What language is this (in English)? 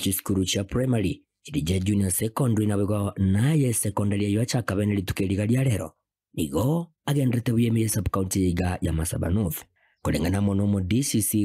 Gusii